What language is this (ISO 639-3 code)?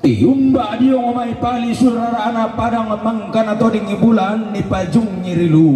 sda